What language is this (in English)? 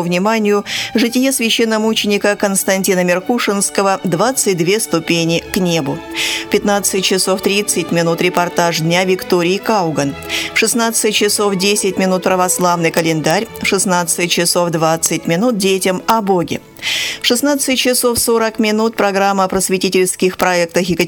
Russian